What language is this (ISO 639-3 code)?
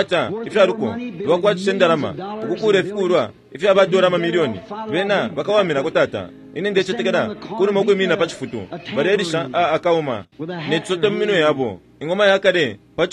bem